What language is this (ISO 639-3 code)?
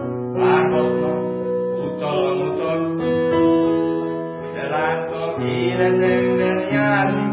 hun